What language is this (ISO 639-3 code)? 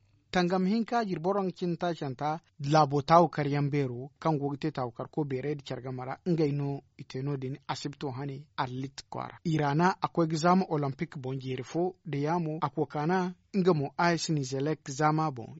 dje